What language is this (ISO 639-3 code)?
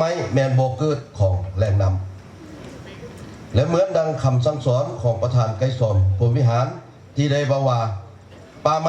lao